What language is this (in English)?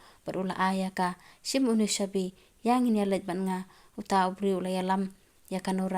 Khasi